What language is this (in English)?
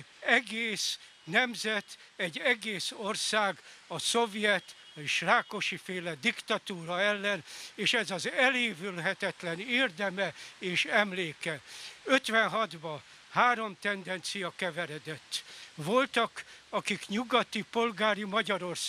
Hungarian